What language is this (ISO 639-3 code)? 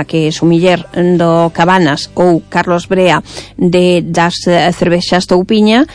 glg